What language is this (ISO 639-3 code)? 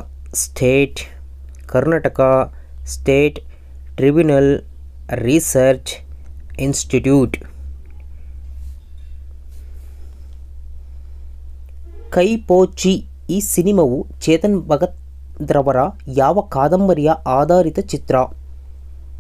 kan